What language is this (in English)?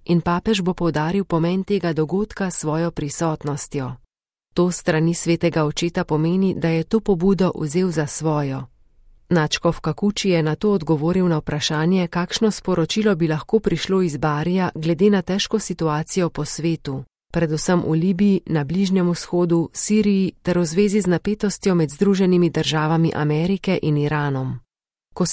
Slovenian